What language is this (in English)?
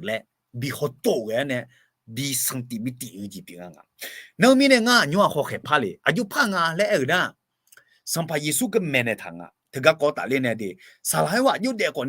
Akha